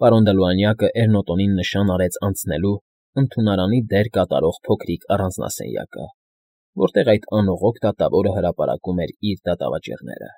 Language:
Armenian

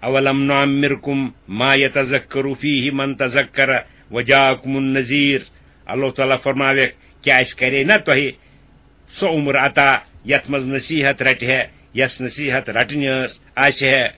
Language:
Kashmiri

